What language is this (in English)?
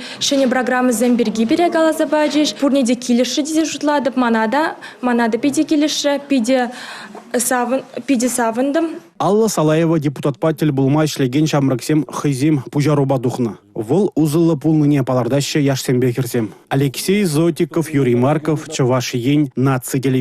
Chuvash